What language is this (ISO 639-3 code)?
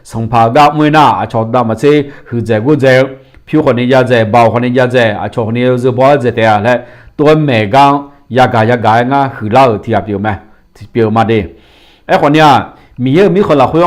ahk